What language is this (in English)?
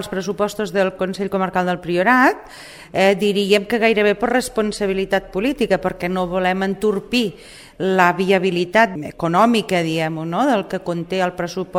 Catalan